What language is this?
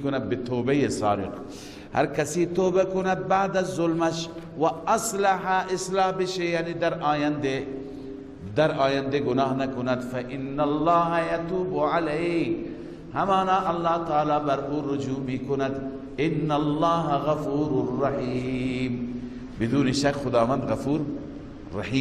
Persian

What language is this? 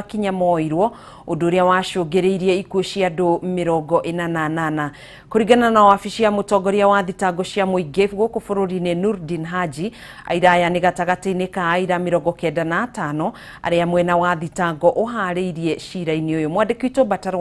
Kikuyu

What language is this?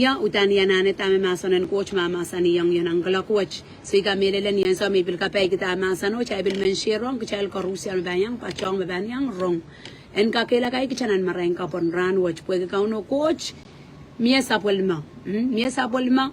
Pohnpeian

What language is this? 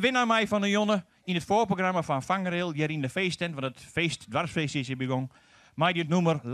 Western Frisian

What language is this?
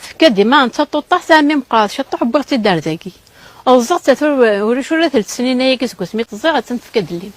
Kabyle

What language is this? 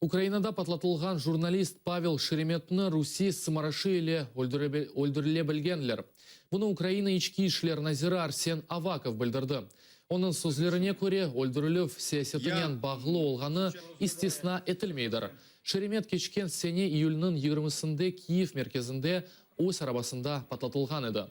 Crimean Tatar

